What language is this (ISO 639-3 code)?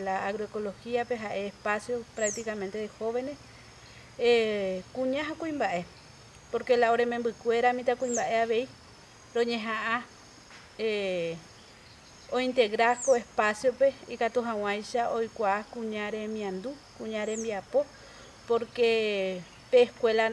grn